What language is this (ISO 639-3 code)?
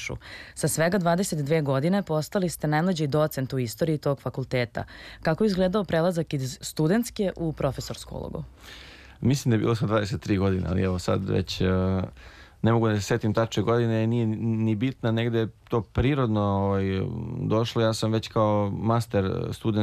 srp